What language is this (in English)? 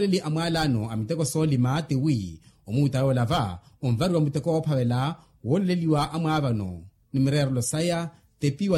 Makhuwa